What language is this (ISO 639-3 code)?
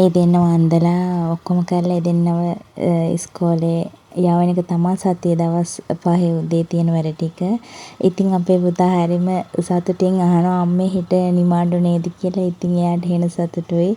sin